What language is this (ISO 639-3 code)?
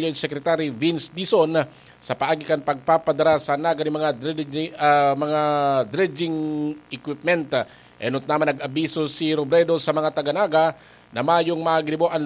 bik